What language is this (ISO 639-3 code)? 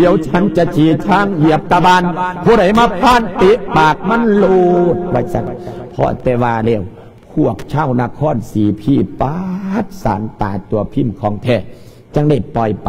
lao